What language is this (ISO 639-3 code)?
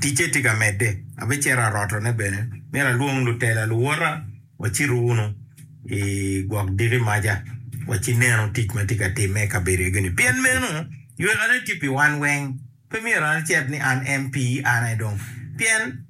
ach